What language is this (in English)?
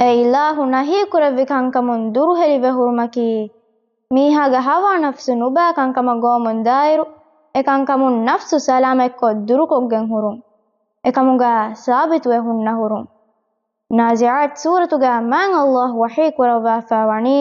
Divehi